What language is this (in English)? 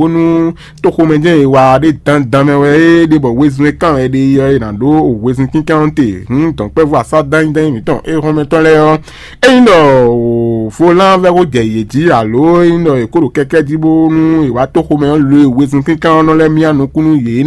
Fon